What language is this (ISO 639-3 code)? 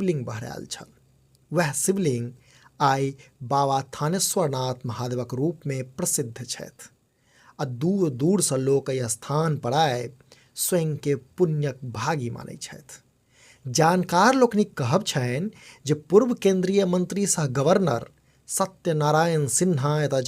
mai